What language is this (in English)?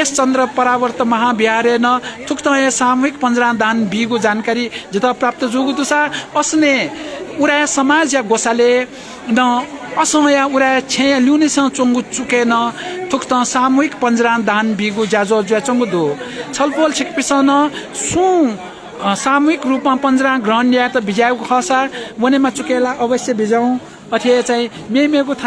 Newari